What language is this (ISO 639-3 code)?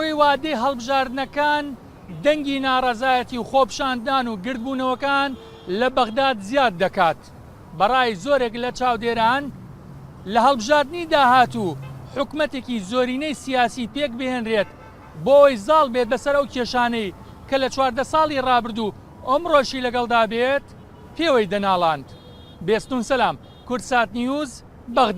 ckb